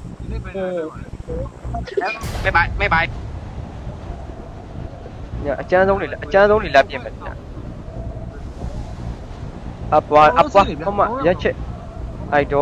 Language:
Burmese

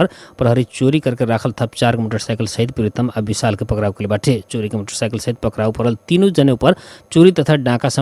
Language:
Bhojpuri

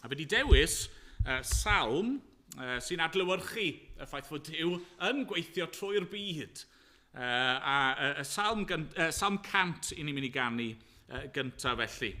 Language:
Welsh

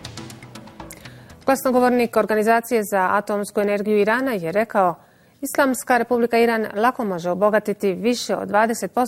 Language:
Bosnian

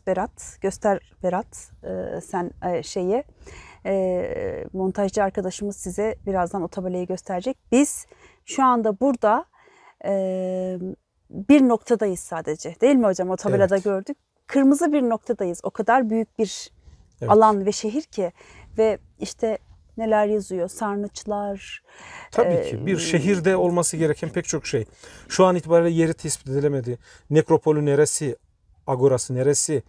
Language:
Turkish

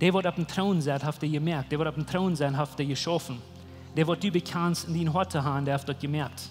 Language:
Plautdietsch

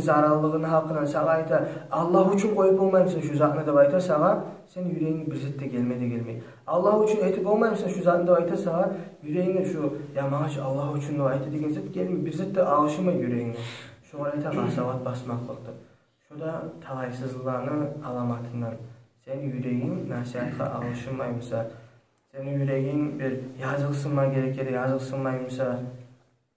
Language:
Kumyk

